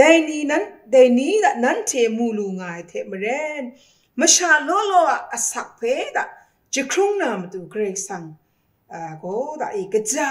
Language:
Kachin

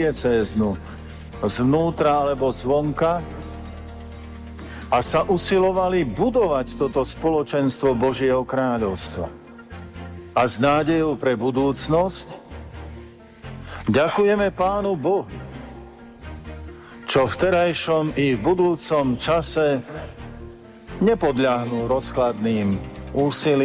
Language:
Slovak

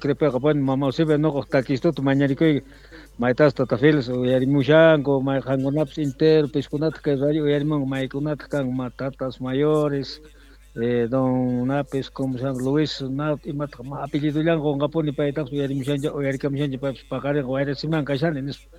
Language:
South Bolivian Quechua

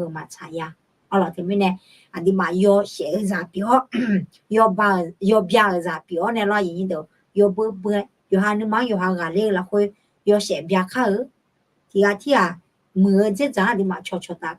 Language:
Akha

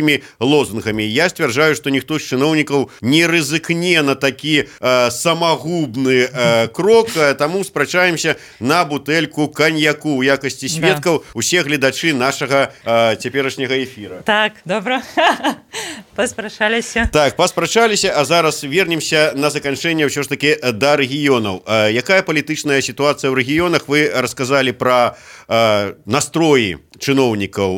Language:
Belarusian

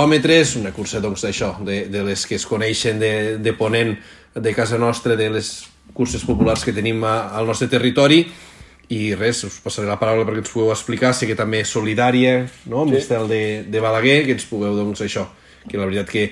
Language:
Catalan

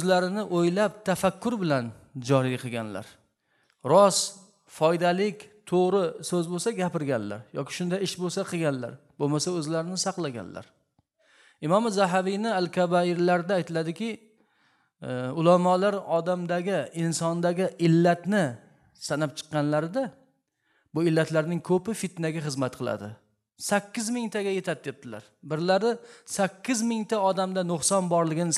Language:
Uzbek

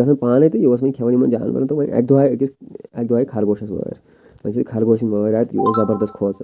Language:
Kashmiri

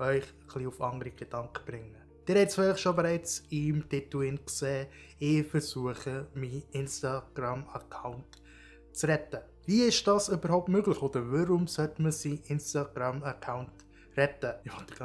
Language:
Swiss German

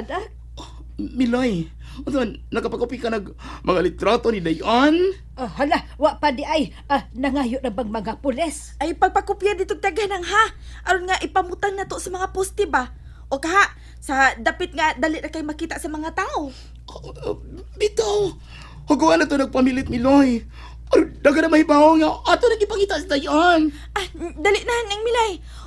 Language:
Cebuano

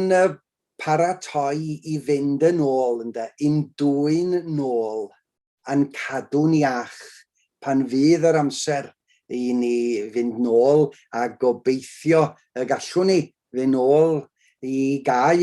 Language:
Welsh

